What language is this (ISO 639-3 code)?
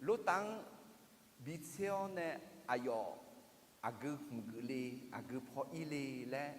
ahk